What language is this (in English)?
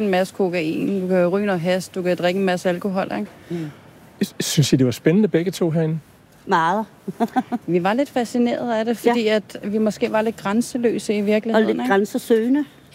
Danish